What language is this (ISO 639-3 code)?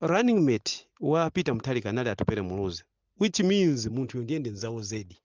nya